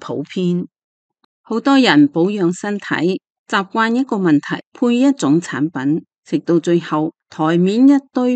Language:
Cantonese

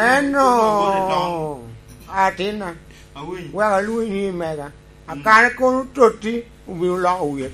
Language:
Lango (Uganda)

